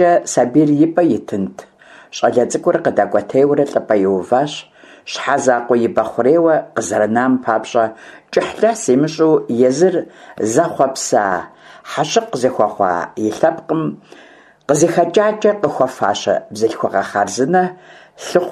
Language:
Kabardian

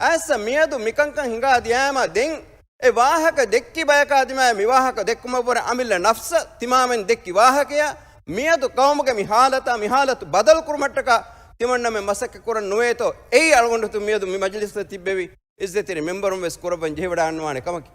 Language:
Divehi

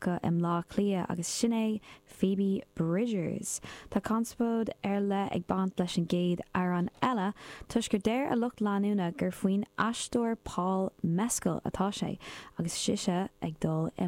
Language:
Irish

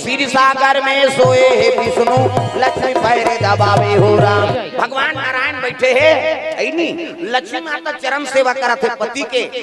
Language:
Chhattisgarhi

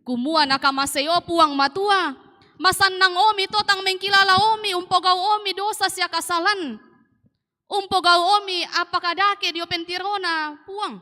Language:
Toraja-Sa'dan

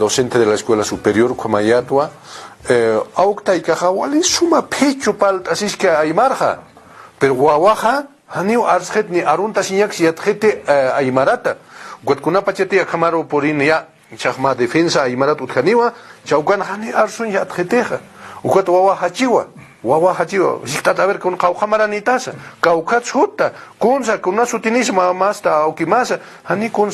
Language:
Aymara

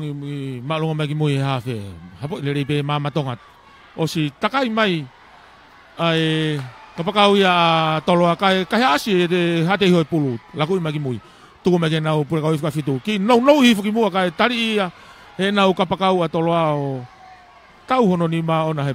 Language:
Tongan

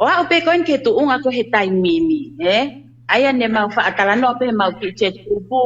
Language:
Tongan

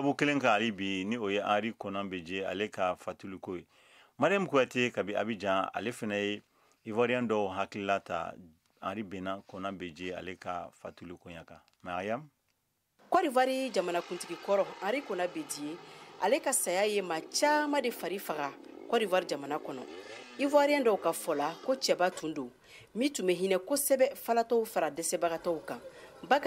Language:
Bambara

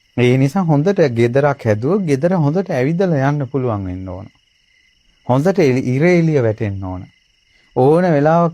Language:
Sinhala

